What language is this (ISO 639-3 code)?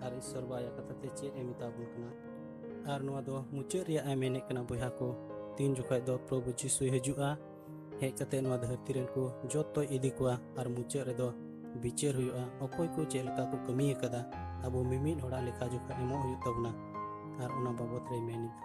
sat